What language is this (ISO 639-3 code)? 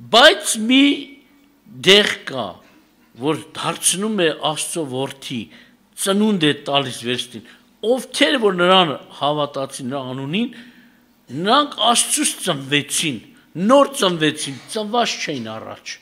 hye